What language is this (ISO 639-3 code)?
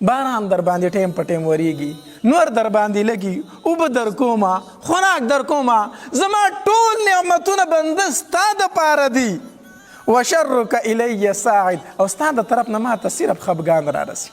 pus